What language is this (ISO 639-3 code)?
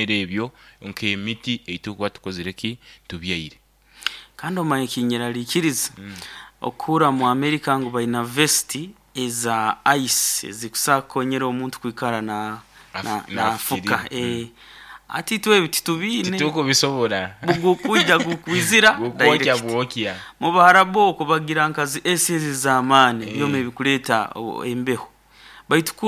nyo